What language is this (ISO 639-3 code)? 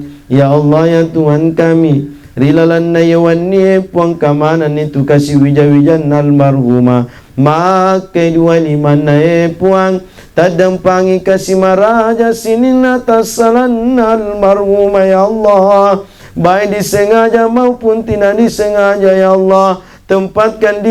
bug